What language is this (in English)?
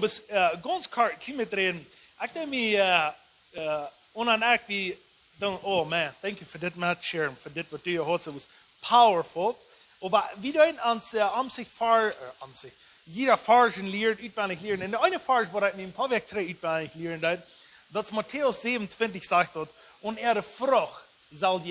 Plautdietsch